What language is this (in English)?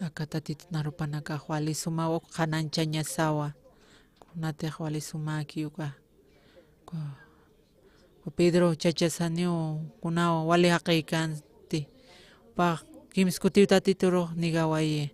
Aymara